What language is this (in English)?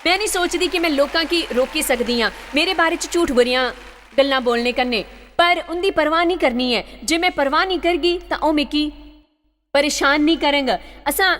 Dogri